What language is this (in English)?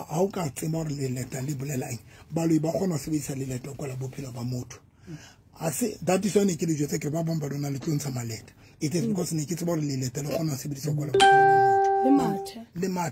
Southern Sotho